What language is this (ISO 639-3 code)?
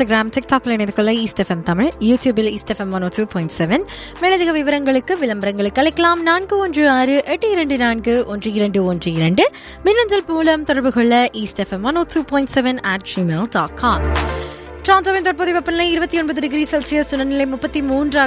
tam